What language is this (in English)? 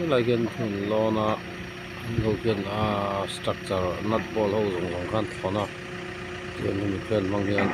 Mizo